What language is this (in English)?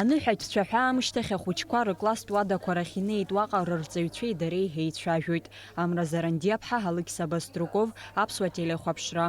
Abkhazian